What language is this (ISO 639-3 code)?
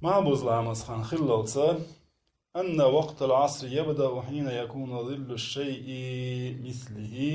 che